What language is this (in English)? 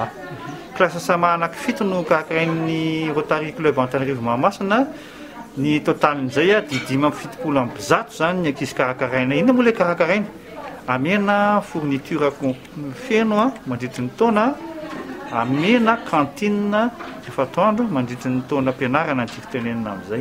Malagasy